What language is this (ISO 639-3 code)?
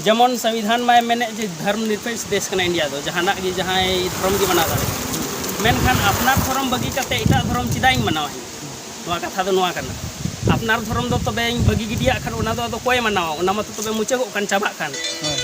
sat